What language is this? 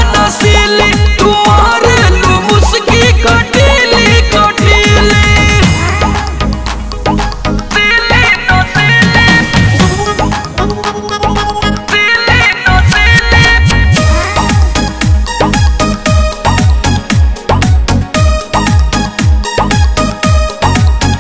Bhojpuri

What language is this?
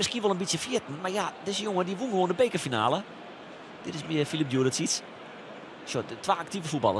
Western Frisian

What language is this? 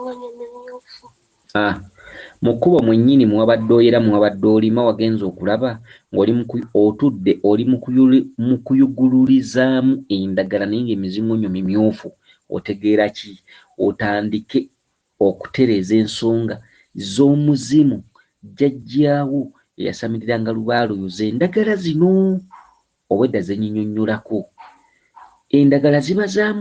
Ganda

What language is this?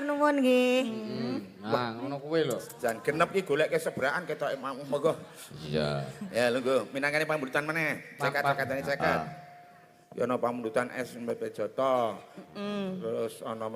Javanese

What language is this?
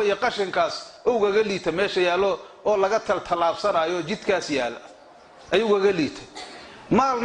Somali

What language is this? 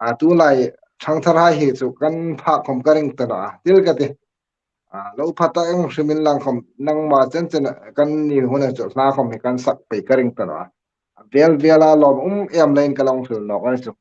Hmar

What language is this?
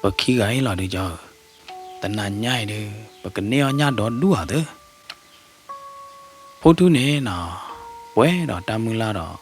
S'gaw Karen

